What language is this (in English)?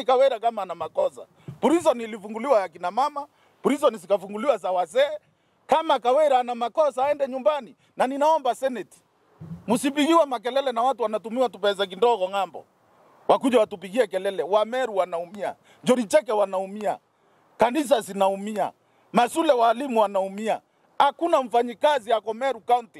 Swahili